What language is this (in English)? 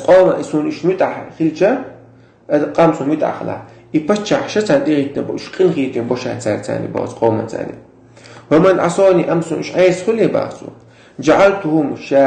Chechen